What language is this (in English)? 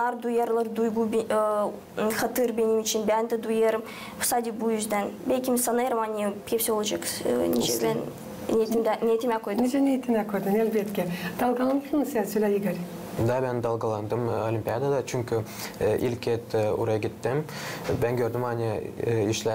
Gagauz